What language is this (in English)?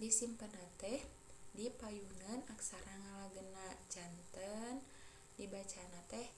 Sundanese